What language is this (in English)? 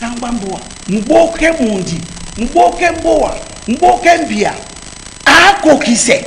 Duala